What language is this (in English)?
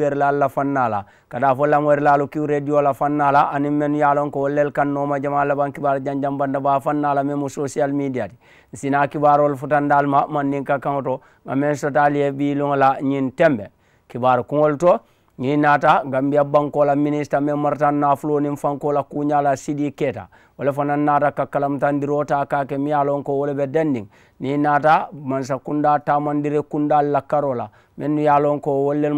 Mandingo